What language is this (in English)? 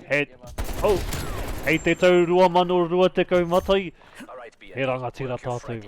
Māori